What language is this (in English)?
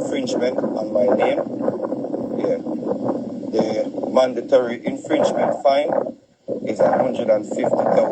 Jamaican Creole English